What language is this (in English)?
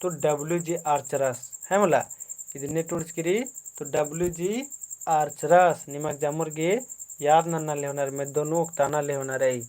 Kurukh